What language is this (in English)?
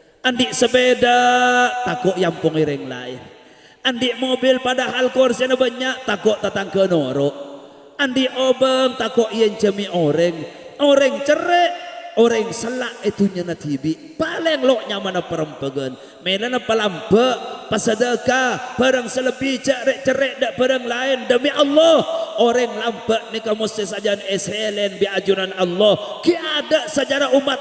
Madurese